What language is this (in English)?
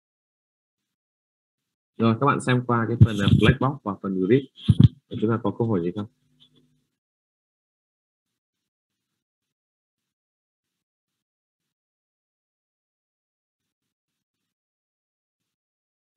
Vietnamese